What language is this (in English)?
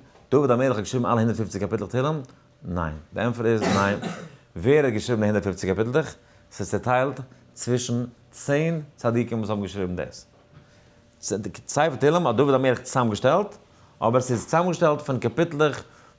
Yiddish